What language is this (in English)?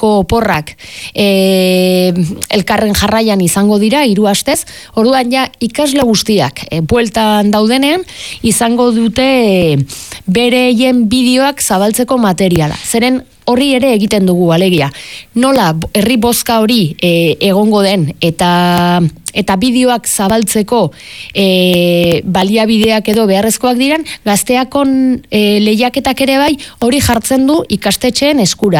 Basque